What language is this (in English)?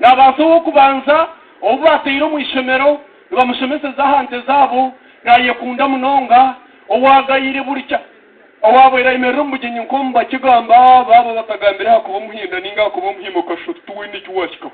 Nyankole